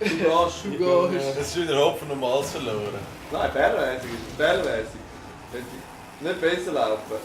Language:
Swiss German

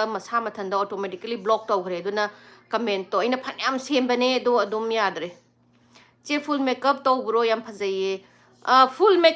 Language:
Manipuri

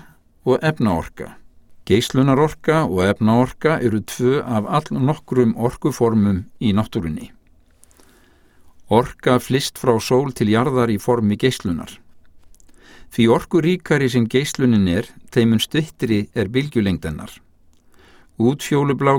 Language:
Icelandic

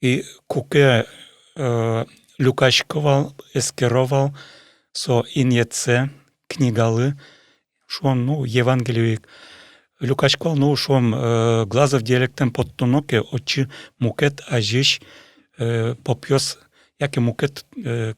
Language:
Udmurt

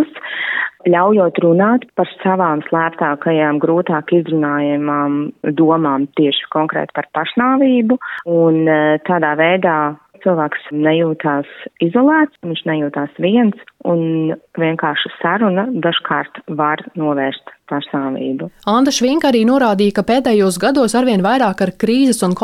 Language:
Latvian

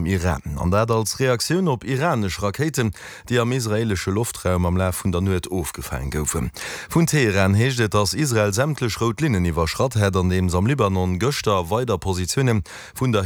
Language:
Luxembourgish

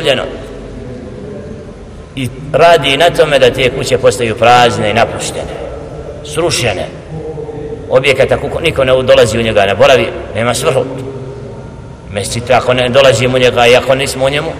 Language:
Bosnian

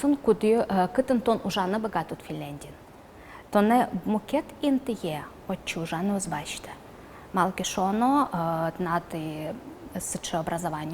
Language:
Udmurt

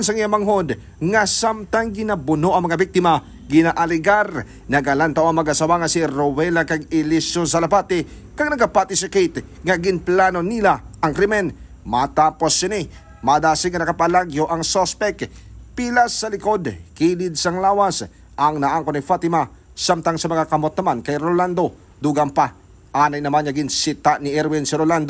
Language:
Hiligaynon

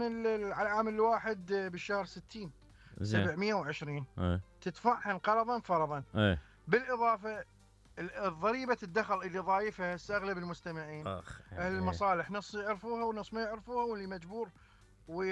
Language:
Mesopotamian Arabic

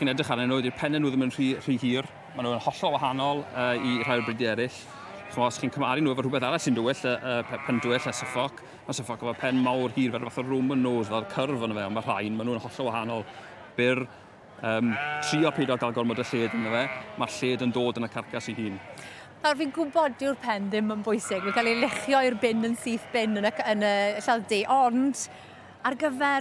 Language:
Welsh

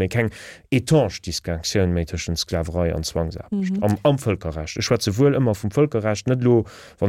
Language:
Luxembourgish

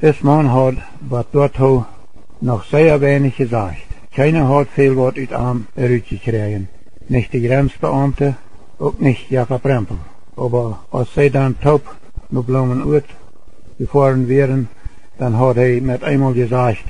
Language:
Plautdietsch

